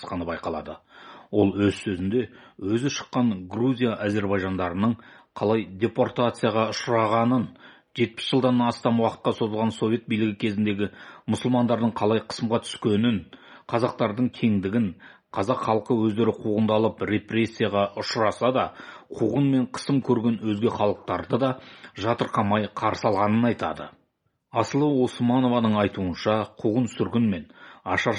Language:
Kazakh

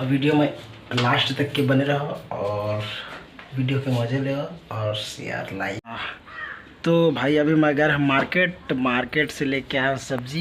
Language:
Chhattisgarhi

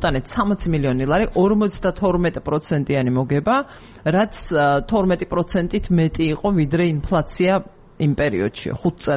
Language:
Georgian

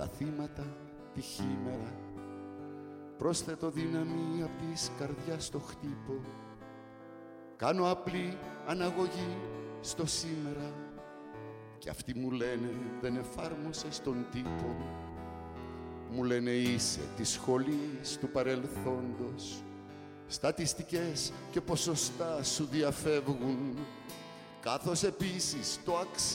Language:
Greek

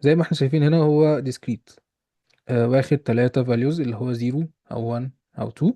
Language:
Egyptian Arabic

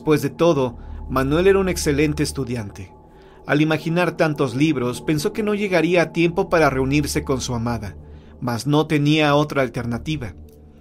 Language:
Spanish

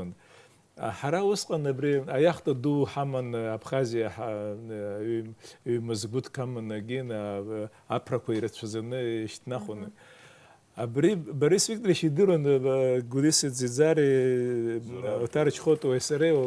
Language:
Abkhazian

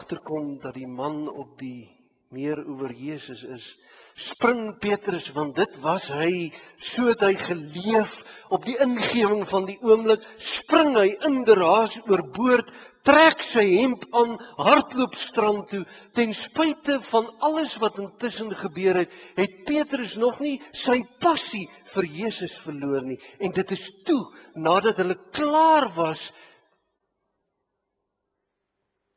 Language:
Afrikaans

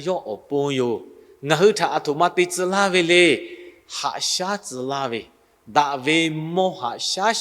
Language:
Lahu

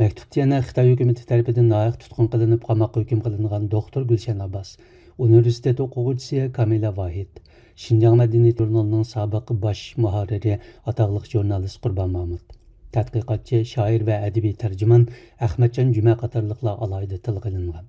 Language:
Uyghur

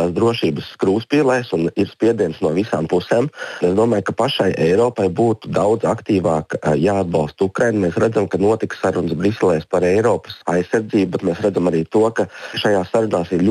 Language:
Latvian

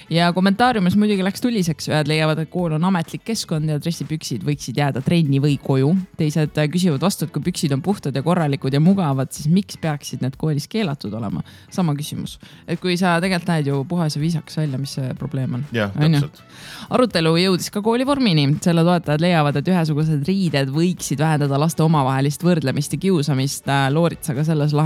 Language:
Estonian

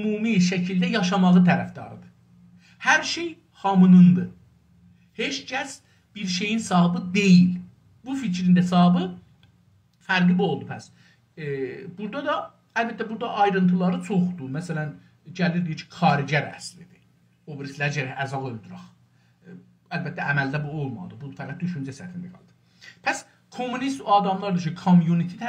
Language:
South Azerbaijani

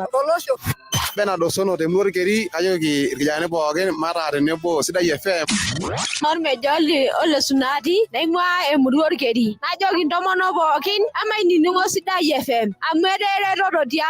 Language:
Masai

